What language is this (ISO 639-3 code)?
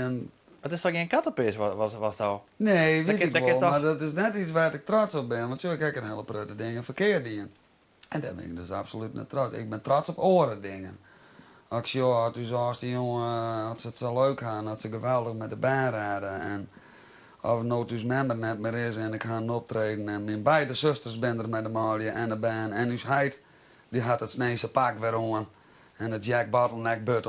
fry